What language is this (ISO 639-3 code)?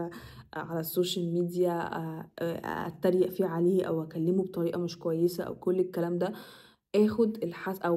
arz